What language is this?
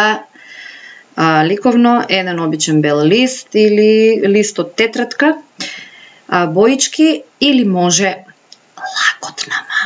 Macedonian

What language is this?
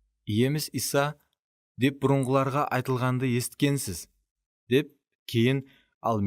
Kara-Kalpak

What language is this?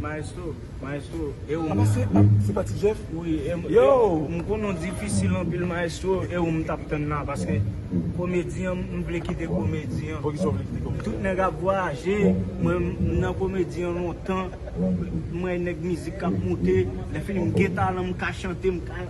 Haitian Creole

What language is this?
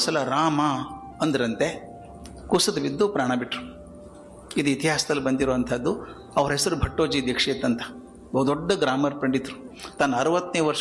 Kannada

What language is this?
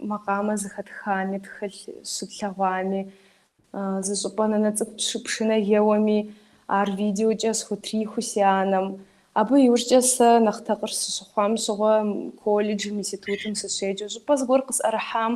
Kabardian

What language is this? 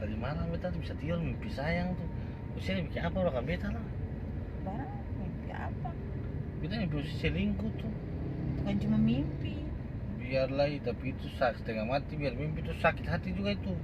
Ambonese Malay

